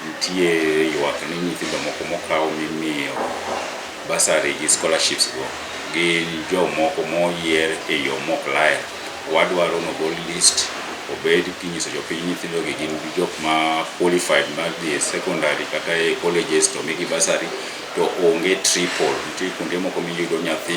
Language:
Luo (Kenya and Tanzania)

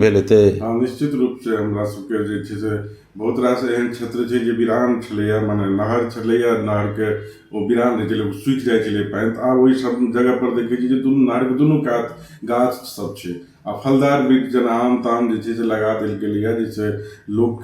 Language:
Maithili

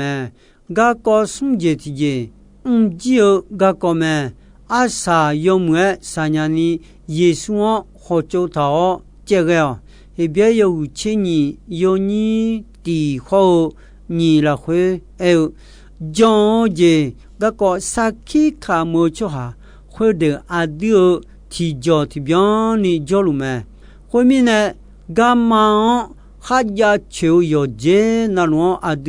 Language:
Akha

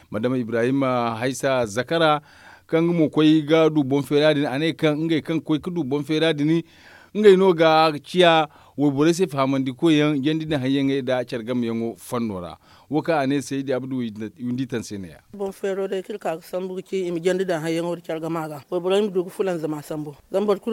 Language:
Zarma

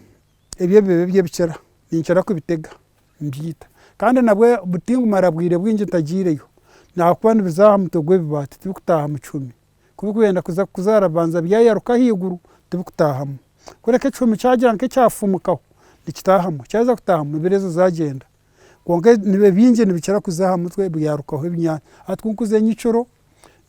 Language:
Nyankole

